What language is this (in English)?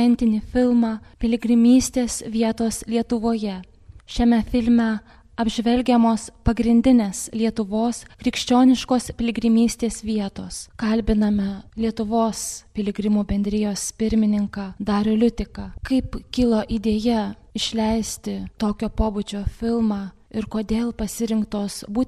Lithuanian